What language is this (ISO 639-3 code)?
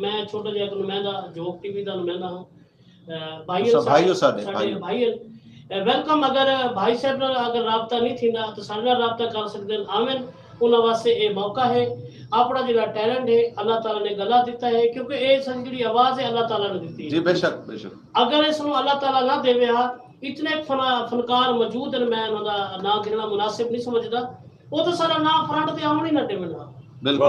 skr